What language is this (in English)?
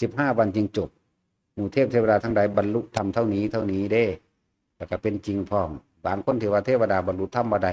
Lao